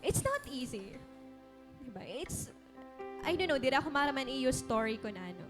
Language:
Waray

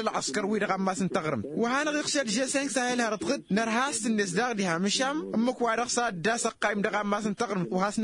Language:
Tamasheq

